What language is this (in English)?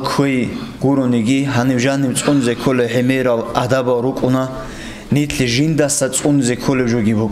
Avaric